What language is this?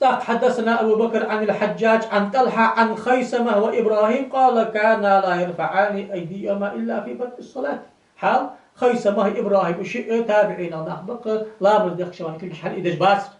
Ingush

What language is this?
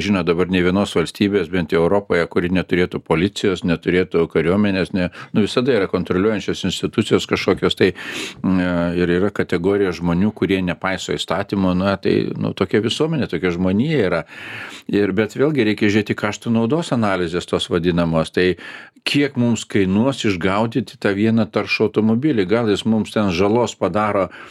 Lithuanian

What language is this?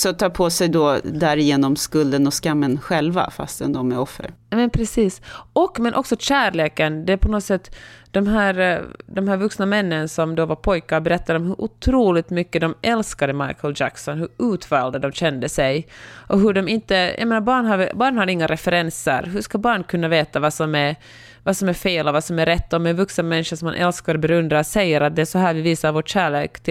Swedish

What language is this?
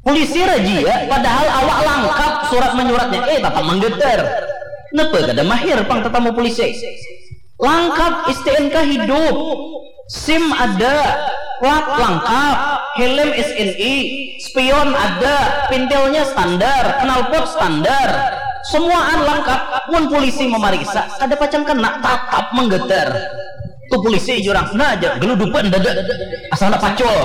Banjar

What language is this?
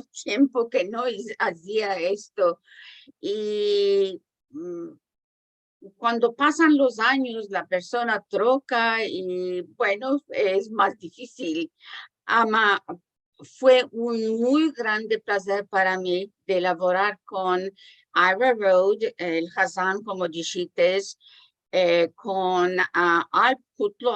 Ladino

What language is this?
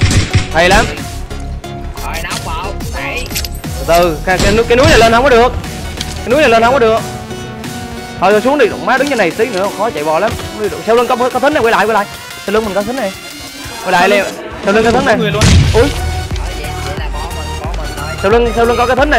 Vietnamese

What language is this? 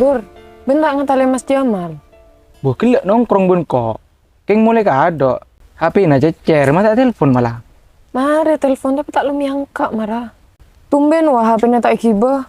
Madurese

